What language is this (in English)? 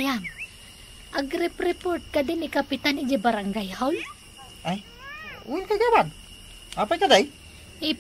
Iloko